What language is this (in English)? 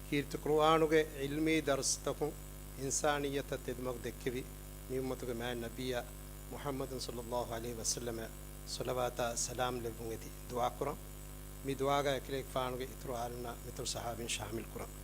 Divehi